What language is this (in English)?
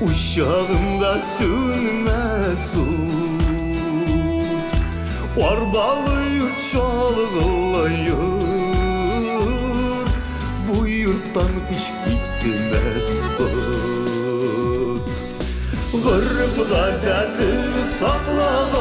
Tatar